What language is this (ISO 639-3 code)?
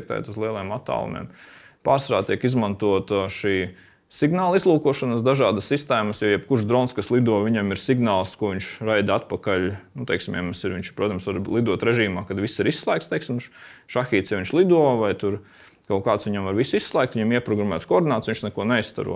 lav